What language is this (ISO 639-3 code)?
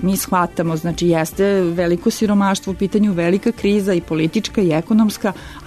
srp